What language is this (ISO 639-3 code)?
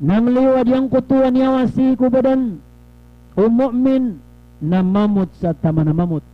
mrw